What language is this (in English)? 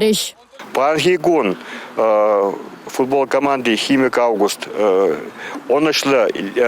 Chuvash